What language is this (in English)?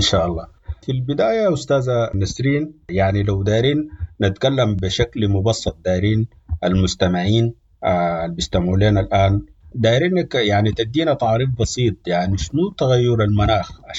Sudanese Arabic